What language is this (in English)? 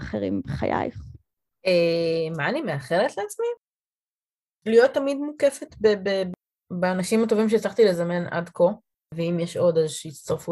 Hebrew